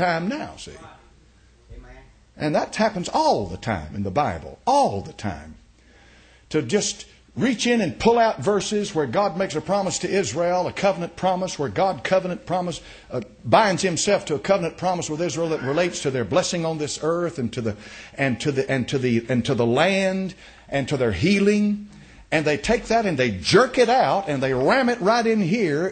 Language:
English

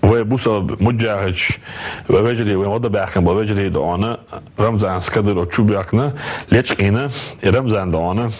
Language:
Chechen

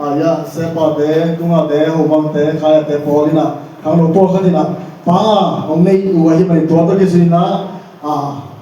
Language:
Tedim Chin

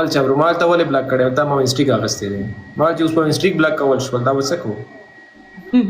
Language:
Pashto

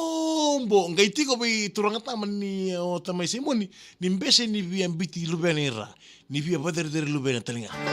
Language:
Fijian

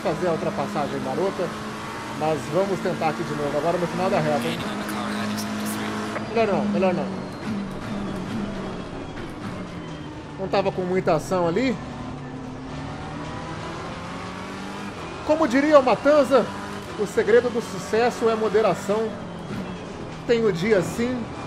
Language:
Portuguese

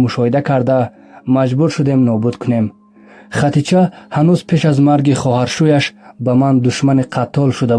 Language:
Tajik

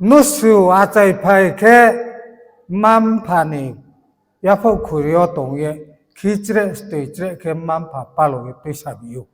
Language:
Riang (India)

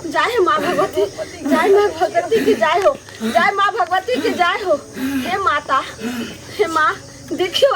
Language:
Maithili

